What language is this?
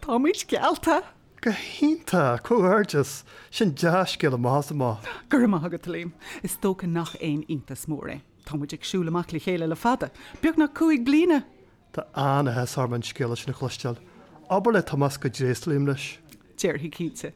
Irish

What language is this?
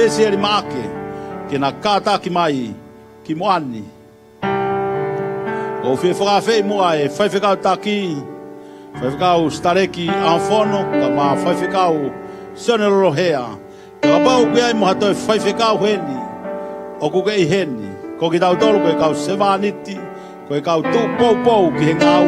Tongan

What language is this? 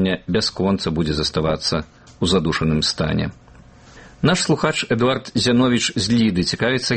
Belarusian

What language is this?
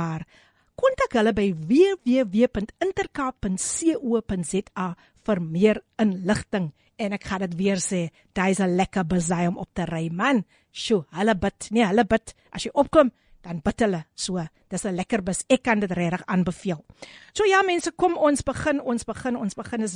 Afrikaans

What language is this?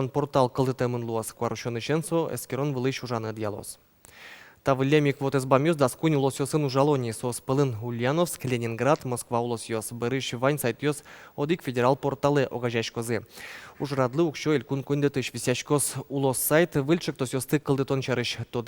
Udmurt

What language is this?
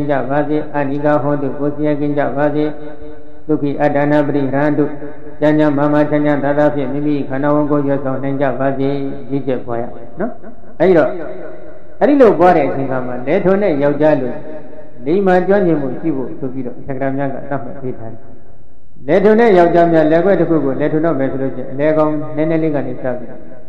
Burmese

